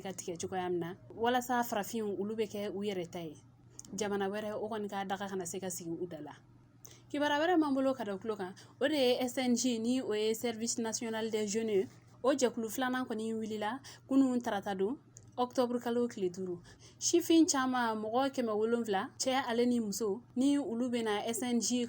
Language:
Bambara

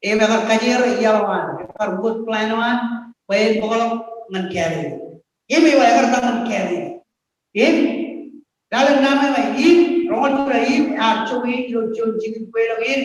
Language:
Marshallese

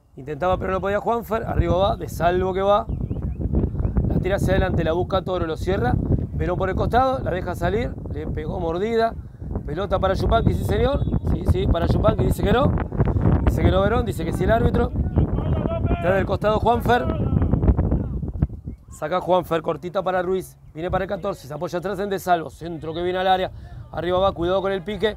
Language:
Spanish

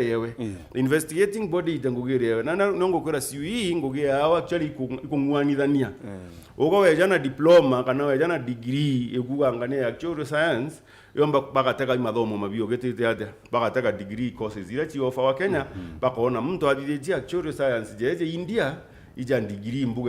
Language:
Meru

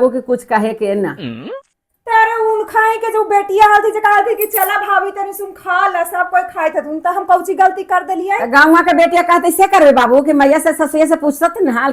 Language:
Magahi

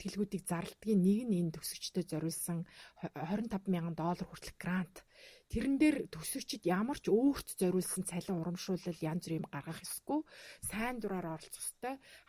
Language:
Mongolian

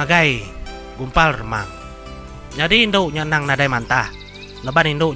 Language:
Iban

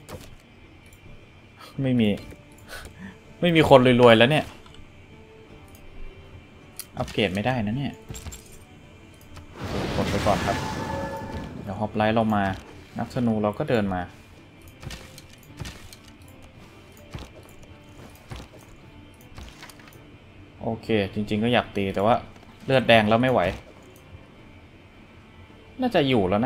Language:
Thai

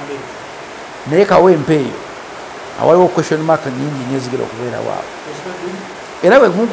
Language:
Ganda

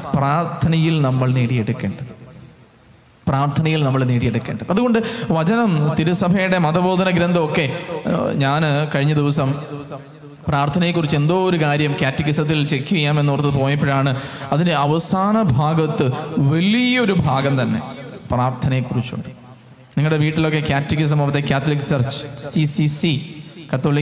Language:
Malayalam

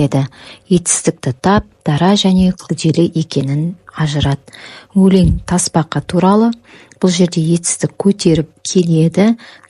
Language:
Kazakh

